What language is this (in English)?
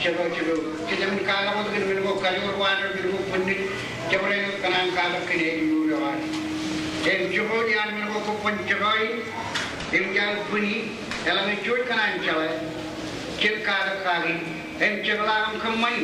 Marshallese